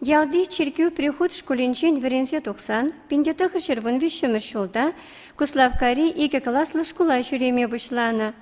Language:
Chuvash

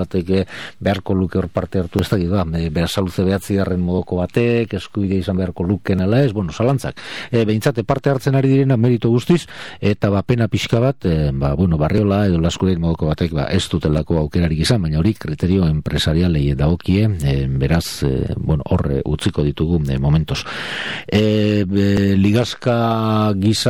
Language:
Basque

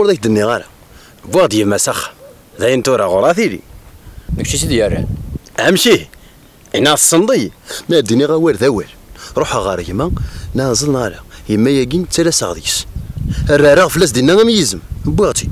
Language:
Kabyle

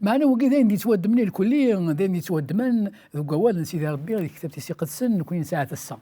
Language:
Kabyle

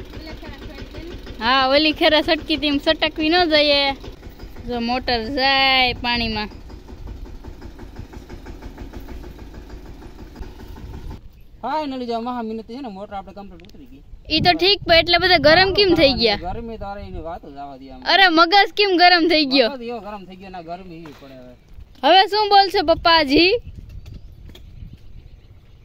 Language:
Gujarati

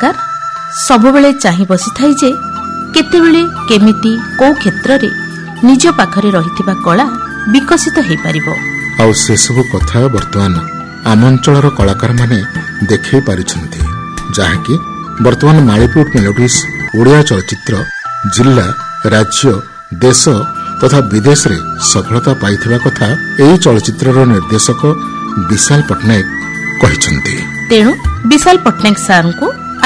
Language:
Odia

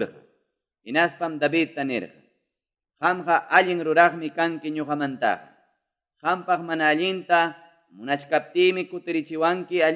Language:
Quechua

